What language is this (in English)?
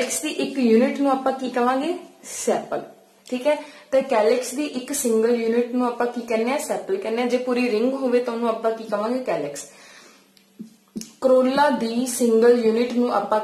Punjabi